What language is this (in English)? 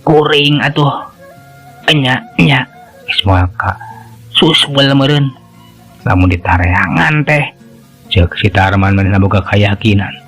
Sundanese